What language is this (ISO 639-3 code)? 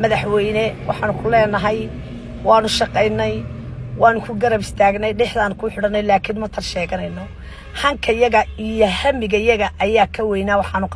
som